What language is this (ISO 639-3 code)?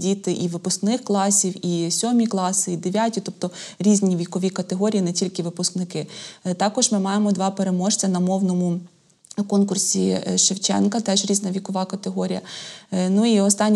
ukr